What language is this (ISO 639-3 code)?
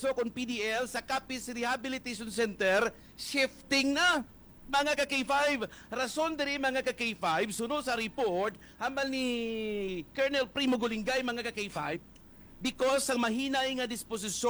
hil